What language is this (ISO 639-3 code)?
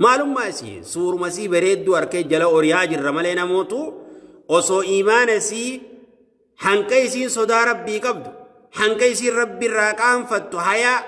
orm